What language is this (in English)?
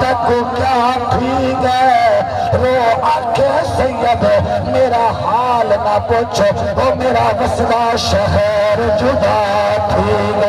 Saraiki